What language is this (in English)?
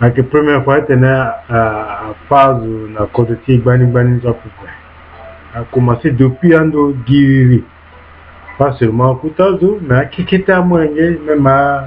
Sango